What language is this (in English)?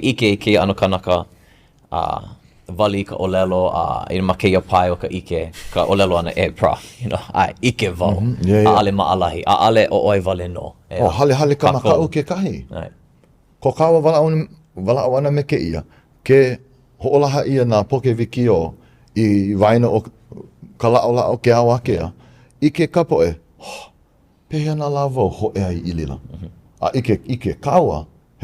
Hawaiian